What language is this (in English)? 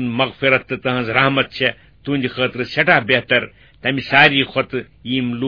Kashmiri